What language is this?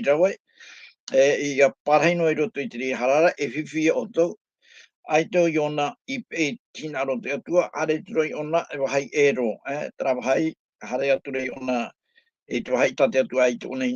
Tahitian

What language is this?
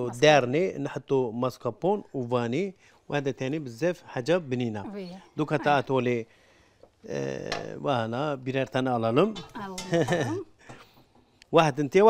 Algerian Arabic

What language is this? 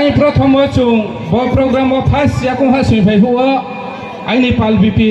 Riang (India)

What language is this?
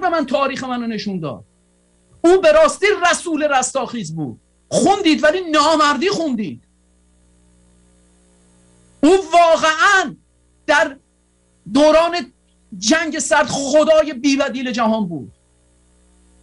Persian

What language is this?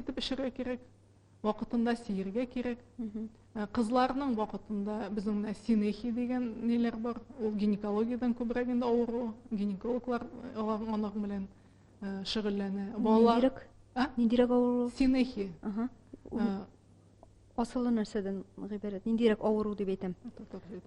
Tatar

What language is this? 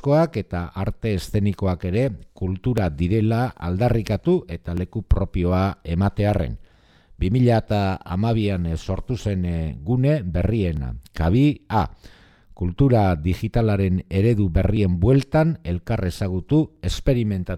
Basque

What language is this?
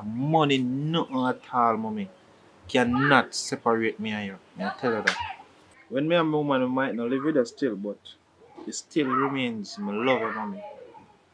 Jamaican Creole English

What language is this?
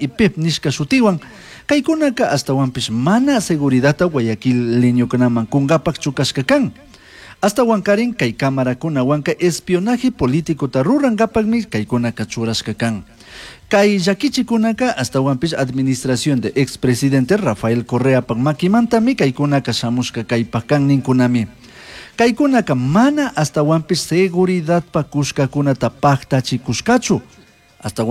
Chimborazo Highland Quichua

